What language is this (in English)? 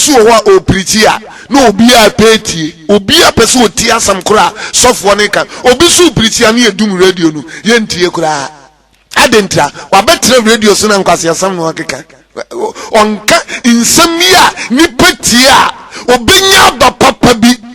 Akan